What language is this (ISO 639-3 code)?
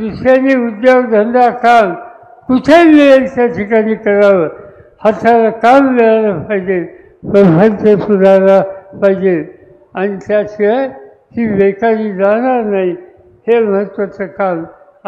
mar